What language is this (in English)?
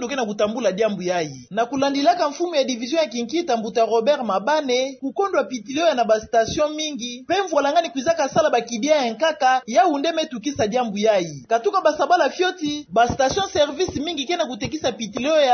Kituba (Democratic Republic of Congo)